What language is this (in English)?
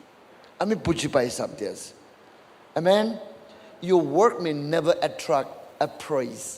Naga Pidgin